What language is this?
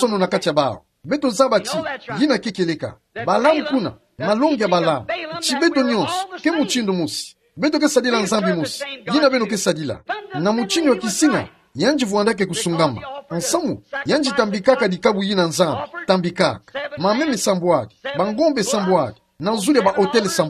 Kituba (Democratic Republic of Congo)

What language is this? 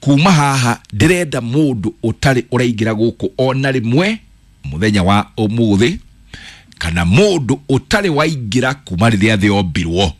Kikuyu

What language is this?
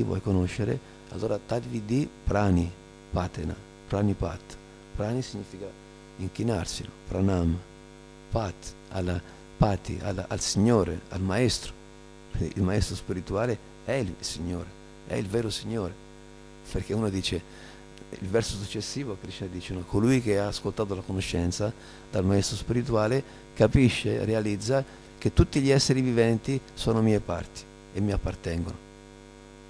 Italian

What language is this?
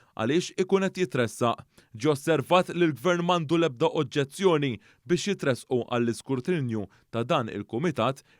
Maltese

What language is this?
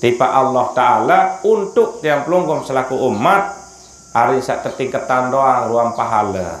Sasak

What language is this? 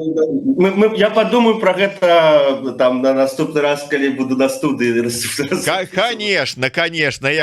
Belarusian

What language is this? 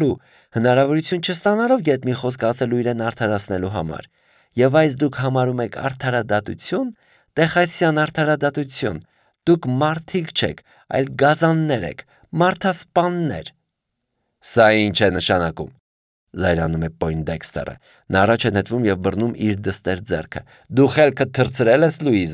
Armenian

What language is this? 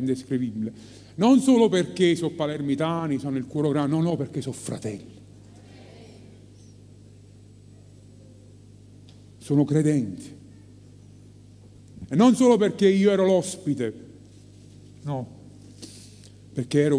Italian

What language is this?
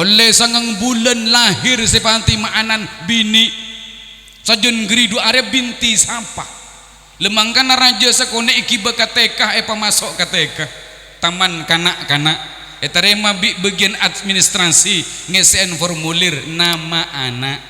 Madurese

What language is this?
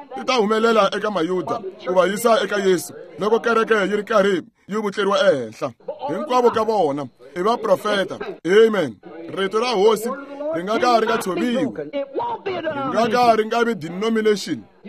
Tsonga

